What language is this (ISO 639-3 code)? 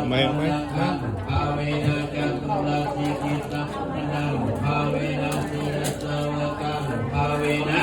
pli